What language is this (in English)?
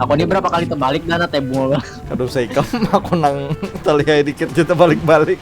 Banjar